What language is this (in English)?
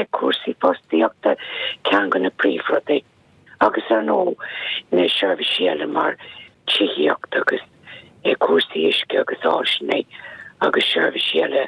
Irish